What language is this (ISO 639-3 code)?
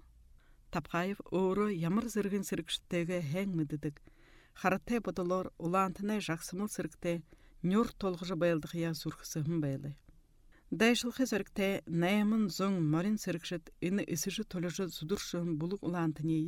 bua